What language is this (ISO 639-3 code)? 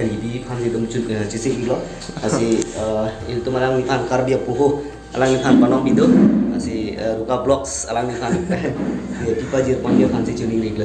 mjw